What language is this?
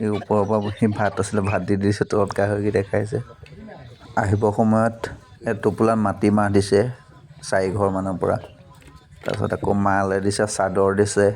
Assamese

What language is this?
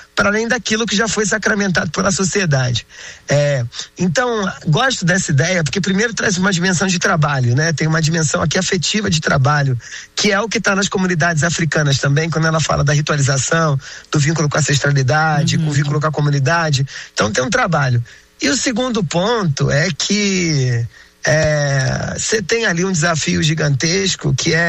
Portuguese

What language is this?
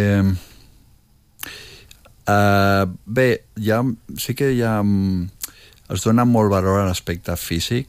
Catalan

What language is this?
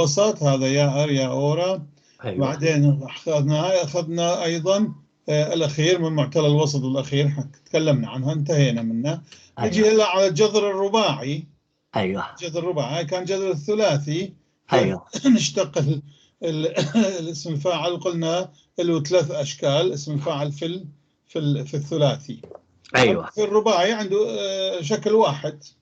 North Levantine Arabic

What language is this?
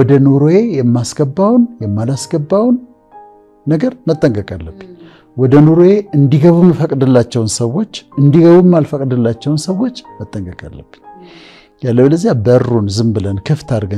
Amharic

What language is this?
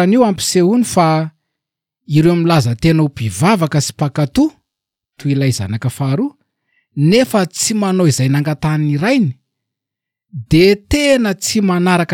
Malagasy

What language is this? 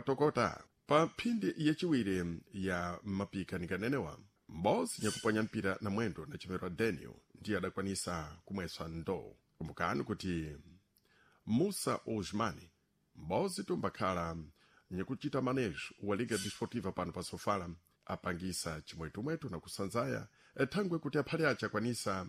Sena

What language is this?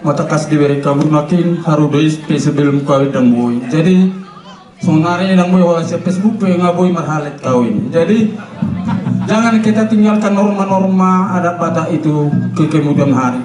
Batak Toba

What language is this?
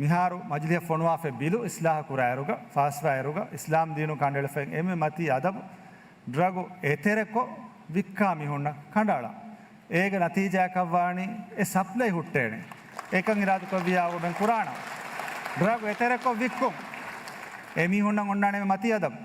Divehi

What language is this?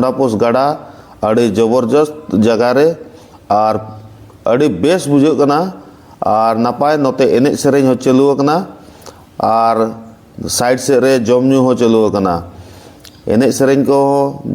Santali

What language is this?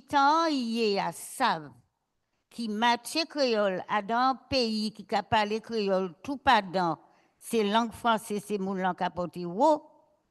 Guadeloupean Creole French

